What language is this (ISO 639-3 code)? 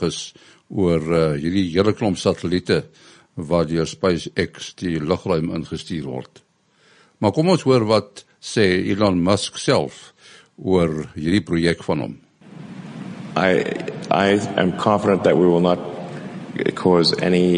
afr